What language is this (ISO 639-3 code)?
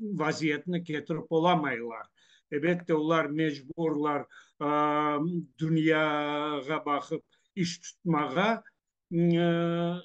crh